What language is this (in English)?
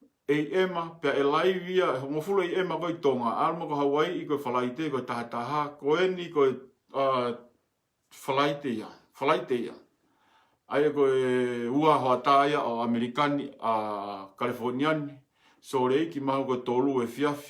Tongan